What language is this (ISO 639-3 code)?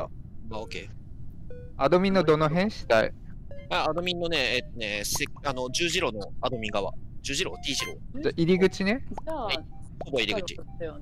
jpn